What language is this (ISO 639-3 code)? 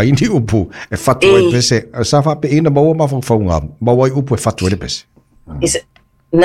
smo